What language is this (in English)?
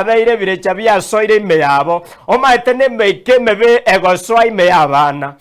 Gusii